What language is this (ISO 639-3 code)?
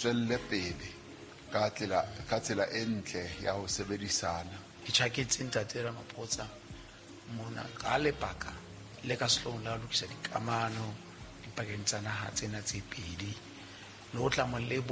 sot